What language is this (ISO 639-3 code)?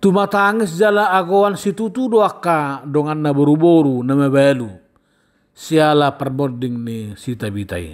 bbc